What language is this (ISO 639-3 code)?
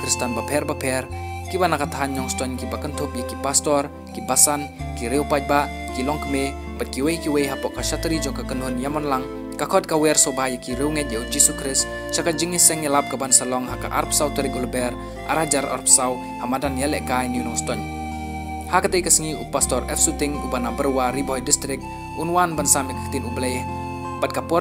kha